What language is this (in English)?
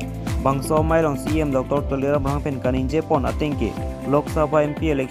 Karbi